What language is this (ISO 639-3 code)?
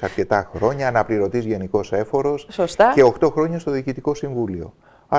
ell